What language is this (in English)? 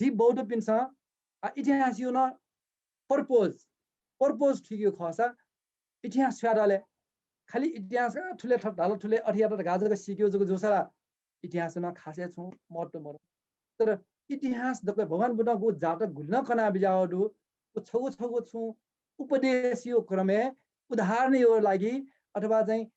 Newari